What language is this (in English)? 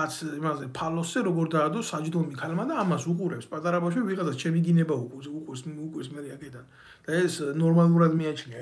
Georgian